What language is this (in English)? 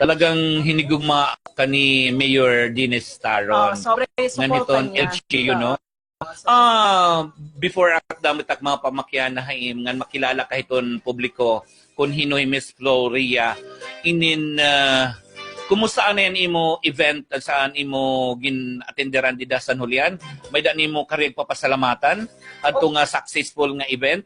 Waray